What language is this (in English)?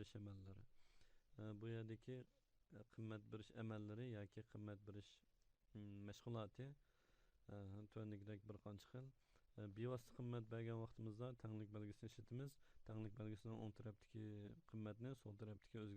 Uyghur